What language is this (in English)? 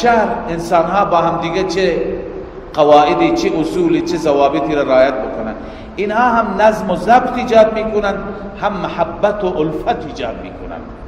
Persian